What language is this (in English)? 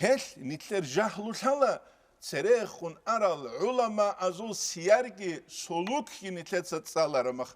Avaric